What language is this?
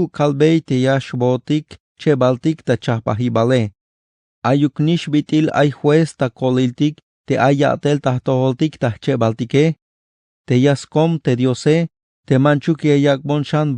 Tzeltal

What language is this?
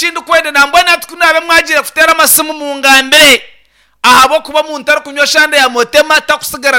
Nyankole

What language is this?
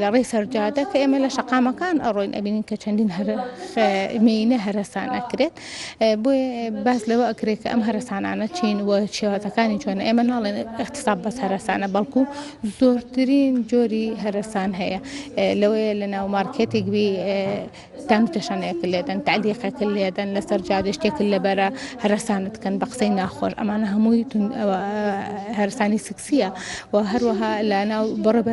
Central Kurdish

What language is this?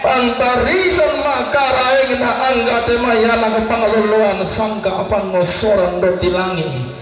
Toraja-Sa'dan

